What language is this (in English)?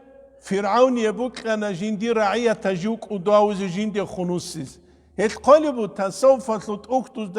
Avaric